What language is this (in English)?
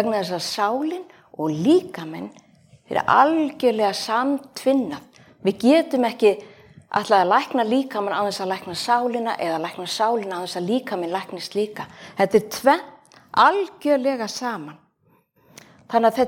Icelandic